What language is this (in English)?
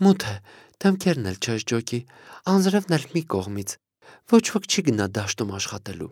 Armenian